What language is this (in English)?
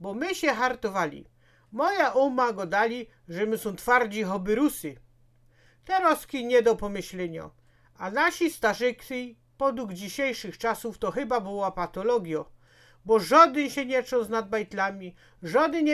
Silesian